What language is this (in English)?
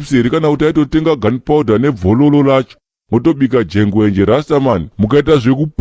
Shona